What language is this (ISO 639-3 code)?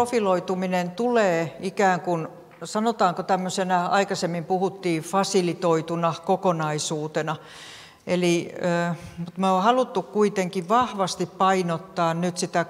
fin